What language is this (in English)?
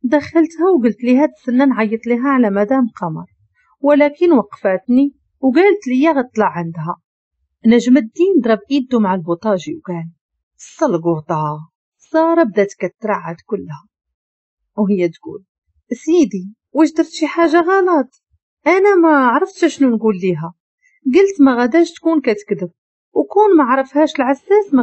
Moroccan Arabic